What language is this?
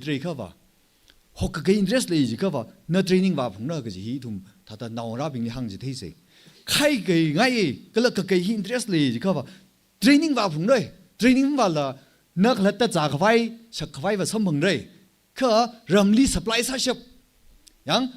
Tangkhul Naga (India)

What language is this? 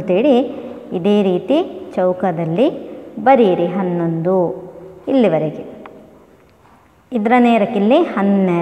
Kannada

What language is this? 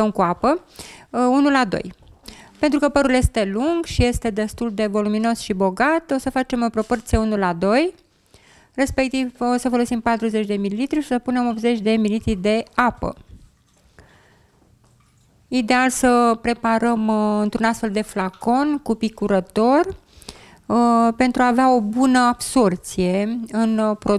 Romanian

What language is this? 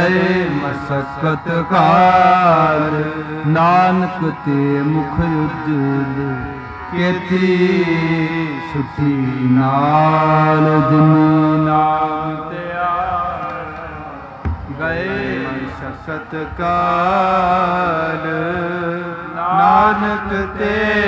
Punjabi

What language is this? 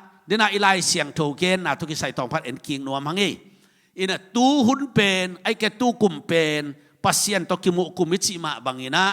Tedim Chin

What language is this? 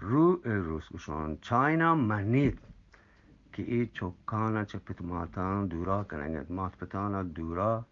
Eastern Balochi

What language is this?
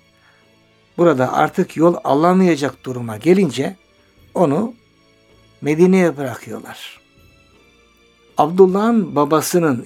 Turkish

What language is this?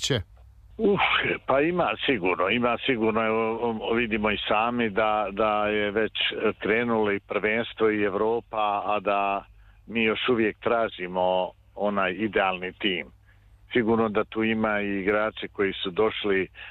Serbian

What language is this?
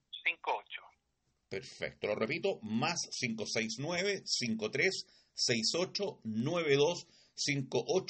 Spanish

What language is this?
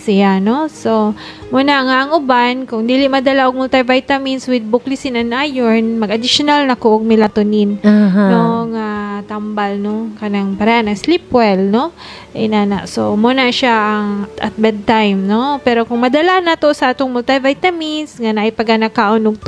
Cebuano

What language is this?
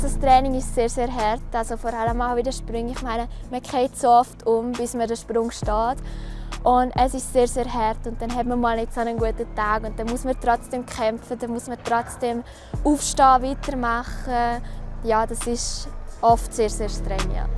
Romansh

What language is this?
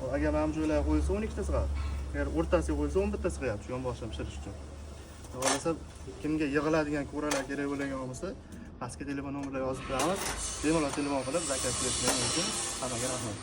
Uzbek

